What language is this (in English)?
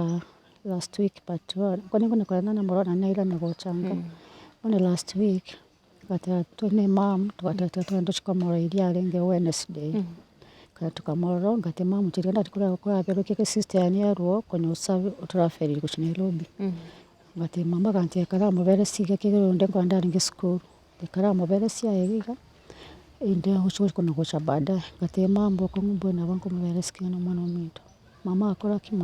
Gusii